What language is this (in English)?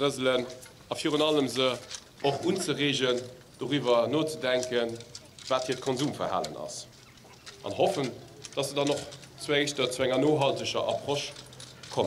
Luxembourgish